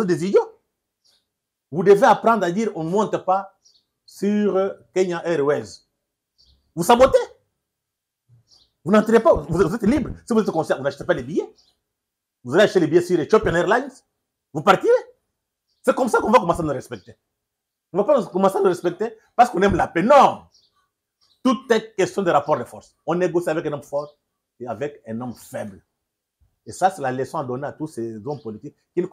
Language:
French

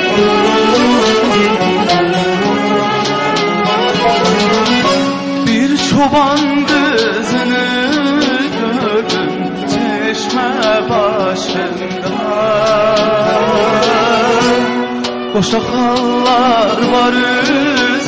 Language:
Turkish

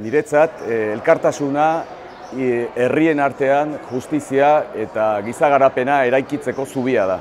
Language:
Basque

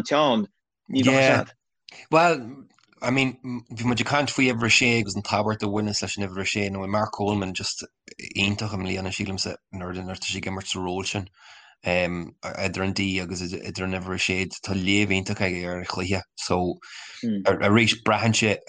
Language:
Irish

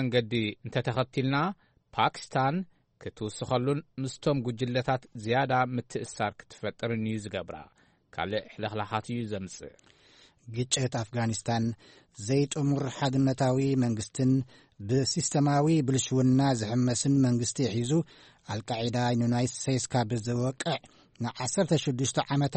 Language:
Tigrinya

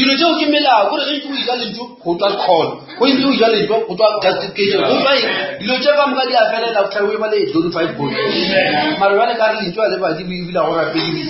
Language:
Northern Sotho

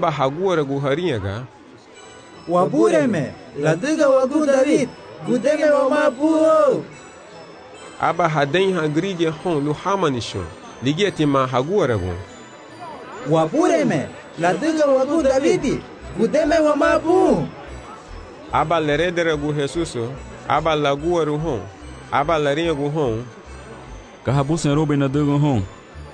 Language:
Garifuna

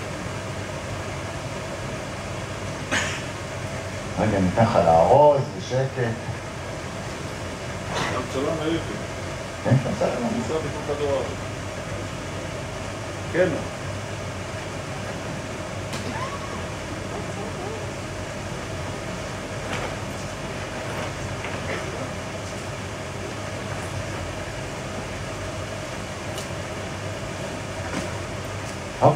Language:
Hebrew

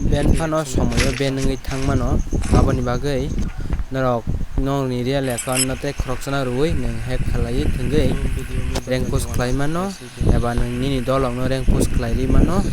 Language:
Kok Borok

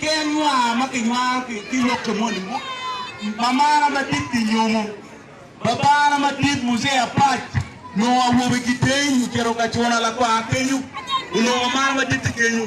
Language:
Acoli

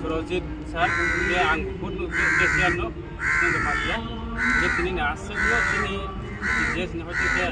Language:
Riang (India)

